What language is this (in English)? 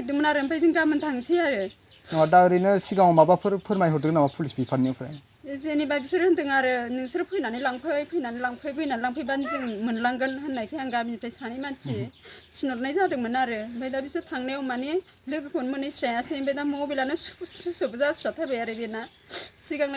Bodo